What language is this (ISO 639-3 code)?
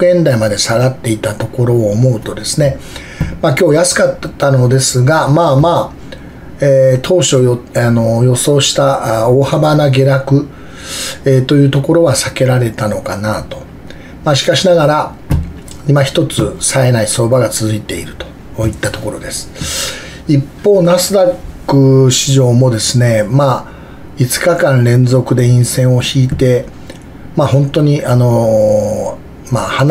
jpn